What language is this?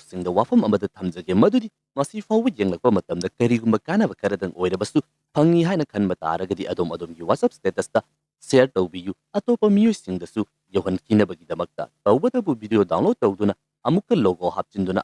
Manipuri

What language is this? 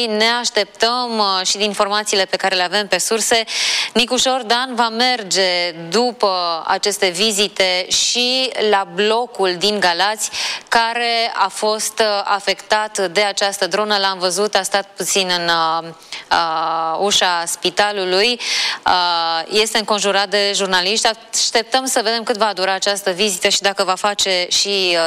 Romanian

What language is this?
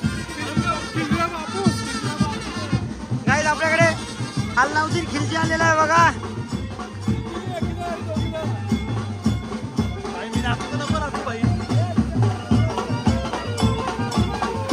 Marathi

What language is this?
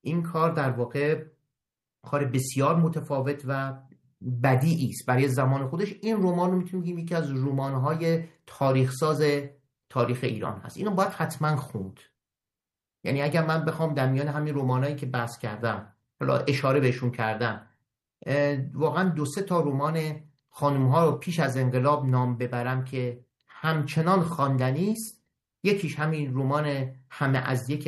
Persian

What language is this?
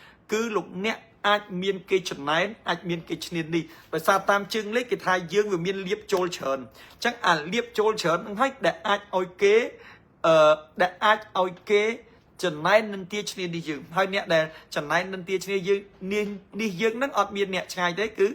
Khmer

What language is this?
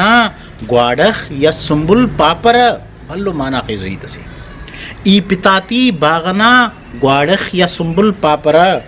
Brahui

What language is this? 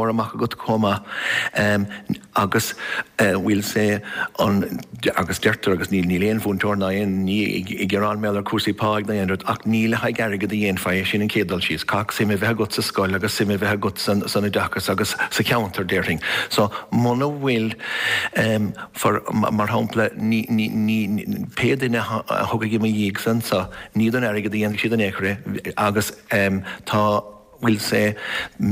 Irish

